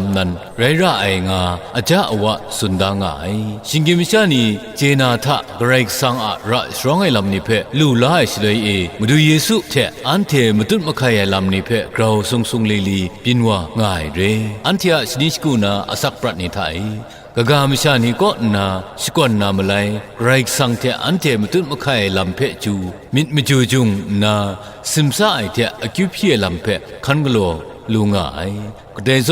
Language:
Kachin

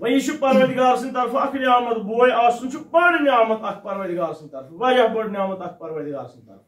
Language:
Kashmiri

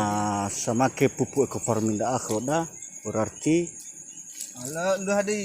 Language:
Nias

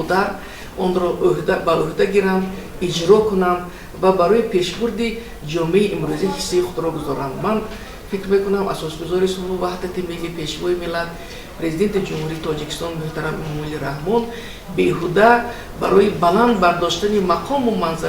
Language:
Tajik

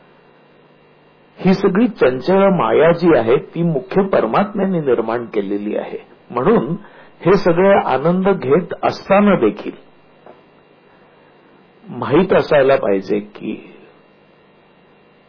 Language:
Marathi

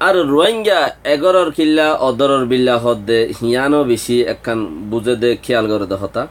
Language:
Rohingya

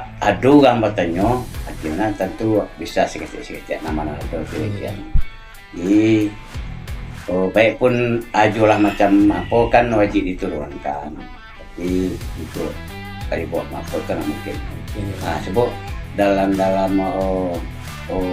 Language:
Minangkabau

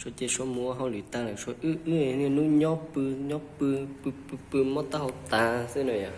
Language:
Hmong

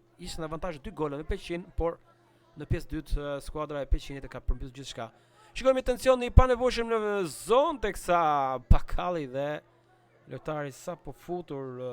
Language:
Albanian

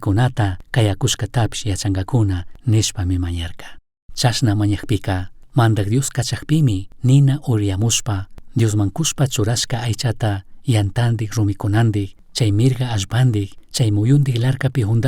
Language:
Chimborazo Highland Quichua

